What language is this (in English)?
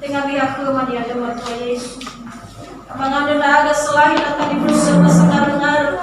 Nias